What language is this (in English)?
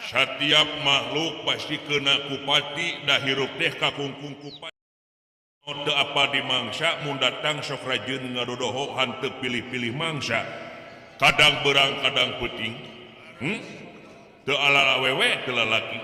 Sundanese